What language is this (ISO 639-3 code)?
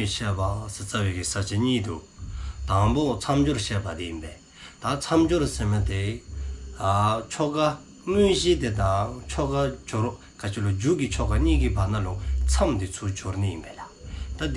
dzo